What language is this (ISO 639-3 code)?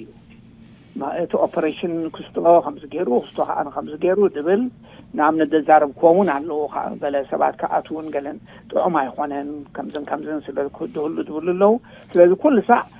tir